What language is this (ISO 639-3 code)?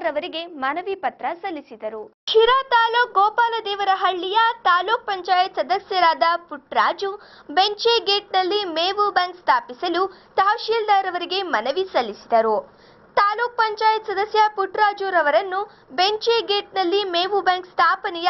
kan